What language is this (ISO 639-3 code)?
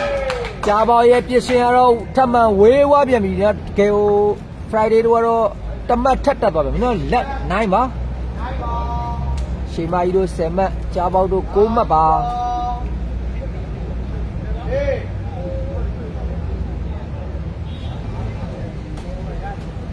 mya